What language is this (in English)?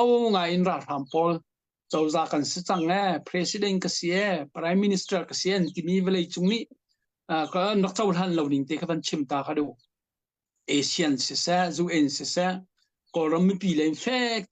Hakha Chin